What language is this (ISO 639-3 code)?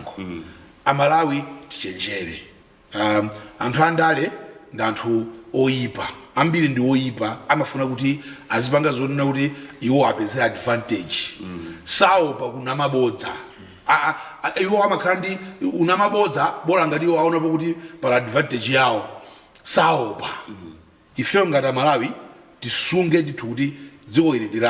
nya